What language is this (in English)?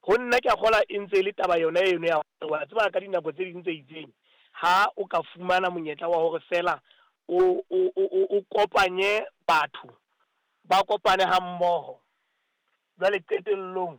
Southern Sotho